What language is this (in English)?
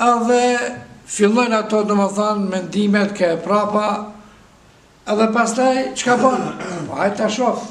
Albanian